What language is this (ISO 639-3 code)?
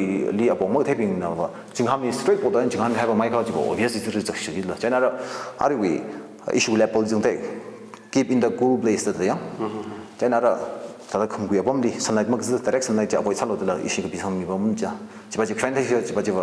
nmf